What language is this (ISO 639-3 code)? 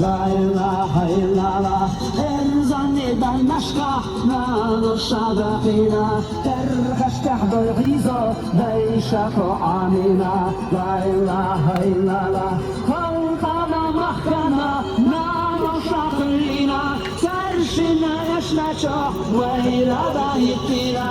che